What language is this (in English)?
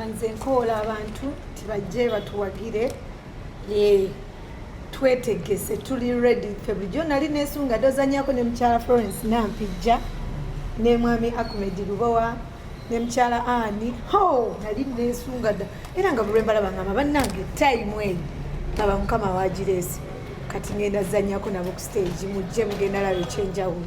Ganda